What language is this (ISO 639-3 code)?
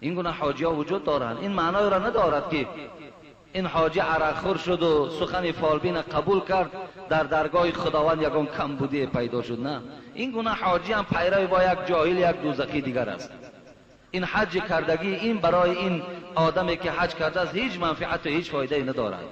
tgk